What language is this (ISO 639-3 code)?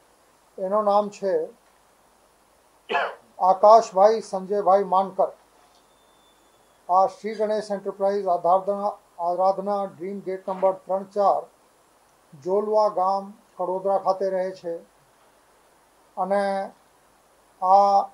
guj